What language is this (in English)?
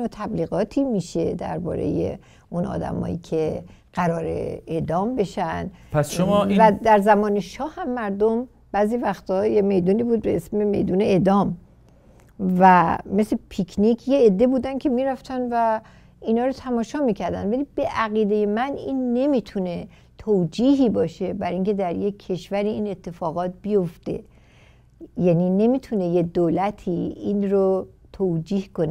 Persian